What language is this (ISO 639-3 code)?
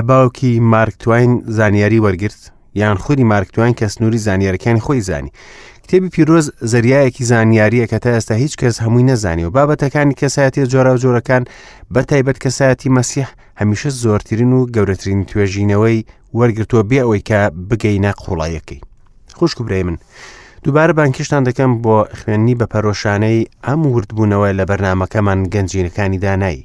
ckb